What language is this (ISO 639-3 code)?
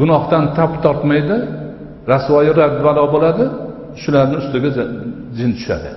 uzb